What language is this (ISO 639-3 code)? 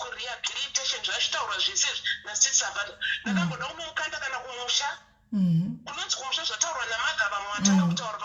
sna